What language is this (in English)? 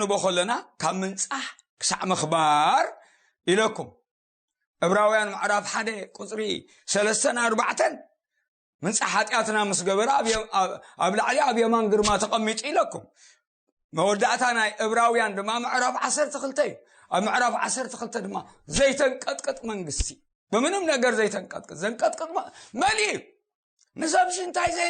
Tigrinya